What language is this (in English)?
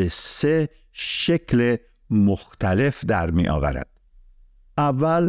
Persian